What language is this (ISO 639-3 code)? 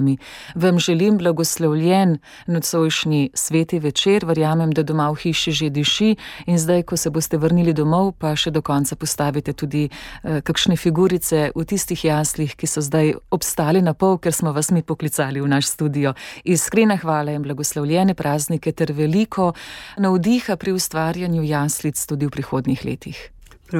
slv